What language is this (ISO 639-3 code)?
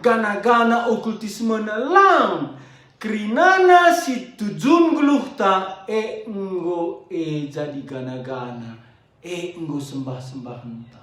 btx